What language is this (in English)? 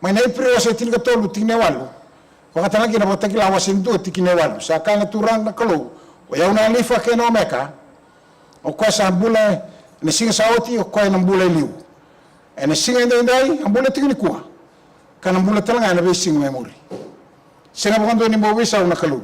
Fijian